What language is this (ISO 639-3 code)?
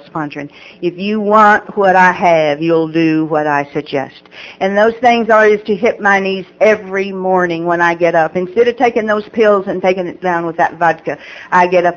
eng